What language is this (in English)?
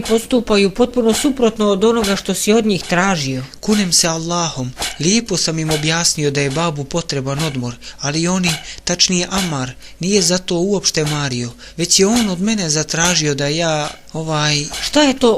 Bosnian